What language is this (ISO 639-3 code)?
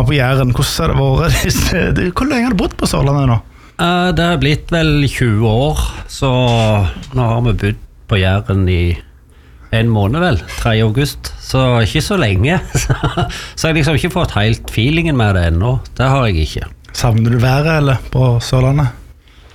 nor